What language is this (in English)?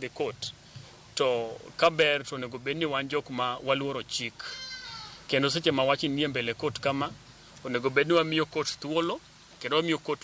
Luo (Kenya and Tanzania)